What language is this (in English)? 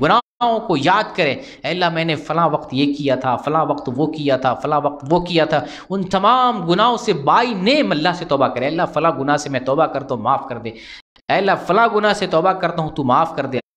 Urdu